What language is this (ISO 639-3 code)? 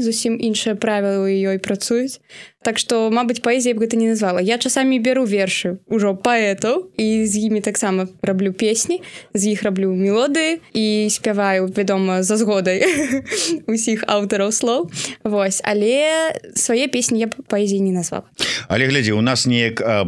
bel